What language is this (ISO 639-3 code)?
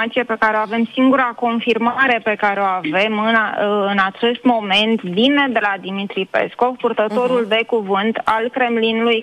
ron